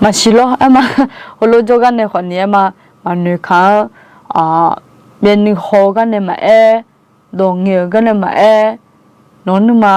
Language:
Akha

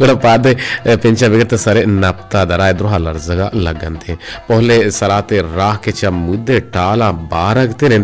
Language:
Eastern Balochi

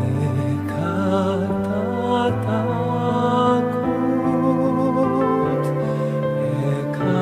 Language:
Pampanga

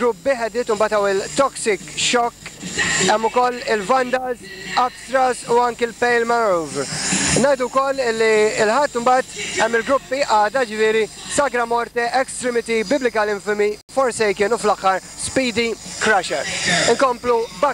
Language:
Maltese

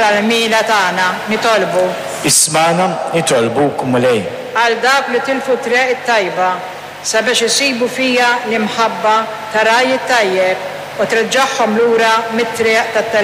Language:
Maltese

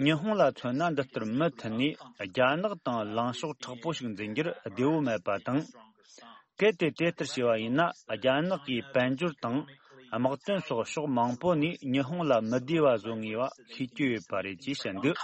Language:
Tibetan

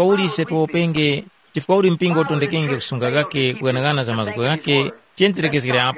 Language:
Tumbuka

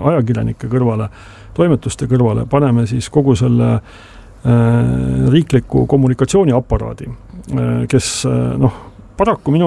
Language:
Estonian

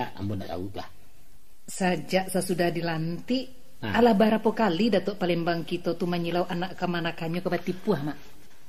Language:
Minangkabau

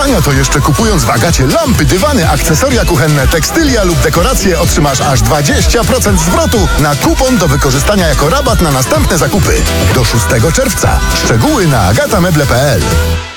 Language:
Polish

